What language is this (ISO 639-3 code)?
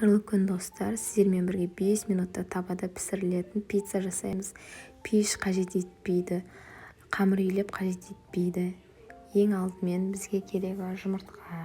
kaz